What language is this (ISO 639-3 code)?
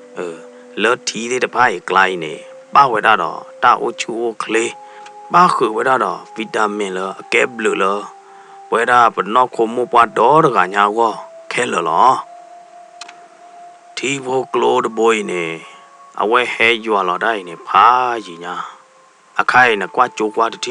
ksw